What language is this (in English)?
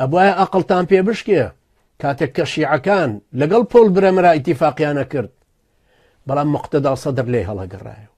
Central Kurdish